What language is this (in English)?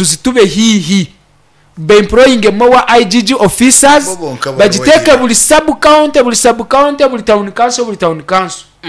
Nyankole